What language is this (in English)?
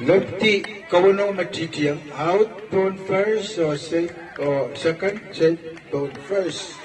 Pohnpeian